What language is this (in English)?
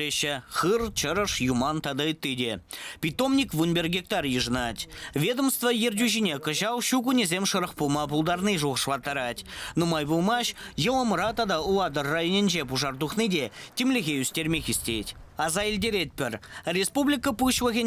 Chuvash